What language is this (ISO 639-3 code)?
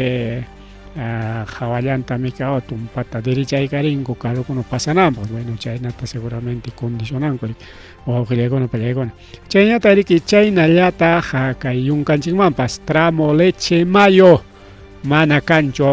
quy